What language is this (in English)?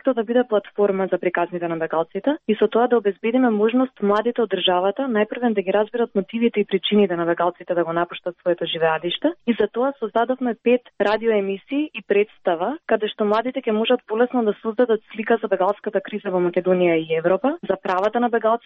Macedonian